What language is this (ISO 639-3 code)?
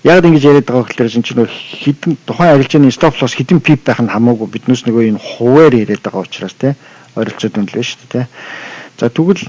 mon